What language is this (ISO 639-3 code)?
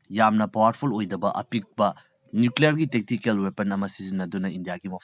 mni